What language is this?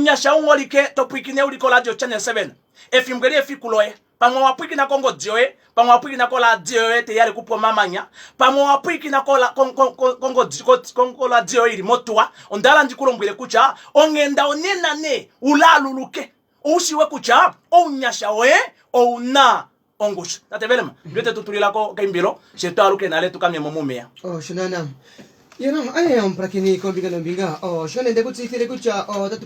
Kuanyama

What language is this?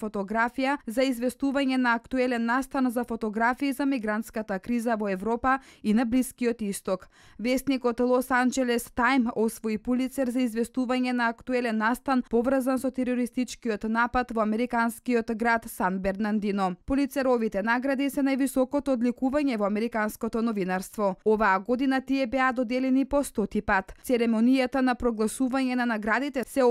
Macedonian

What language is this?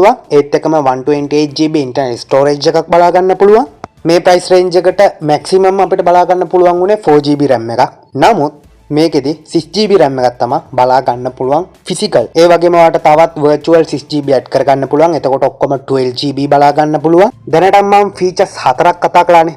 Sinhala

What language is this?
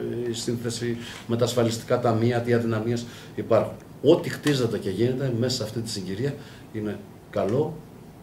Greek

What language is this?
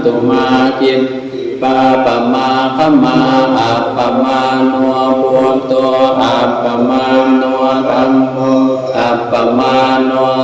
Pali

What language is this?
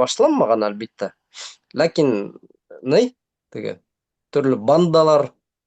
Bashkir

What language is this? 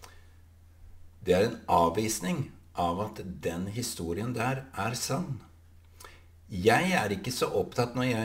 Norwegian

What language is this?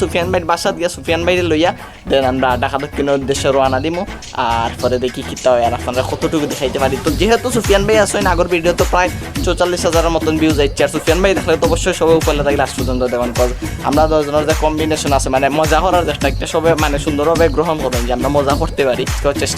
Sylheti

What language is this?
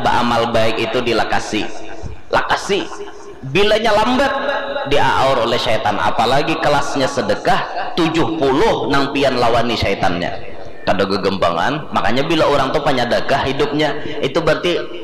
Banjar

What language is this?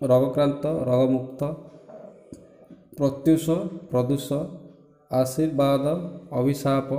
Odia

